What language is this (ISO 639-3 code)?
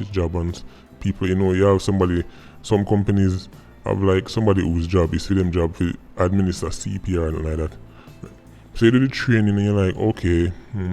jam